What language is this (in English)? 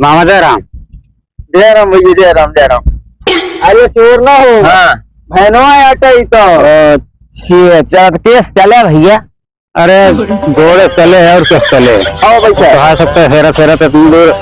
Awadhi